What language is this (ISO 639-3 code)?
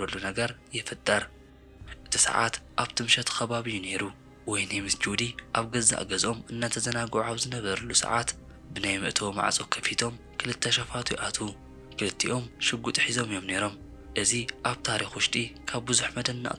tir